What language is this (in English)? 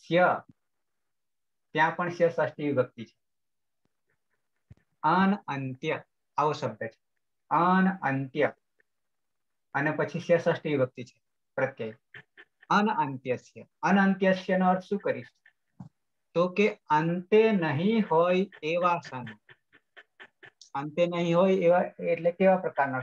Gujarati